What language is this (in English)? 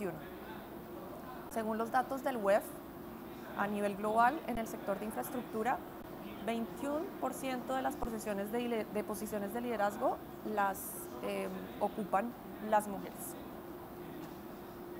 Spanish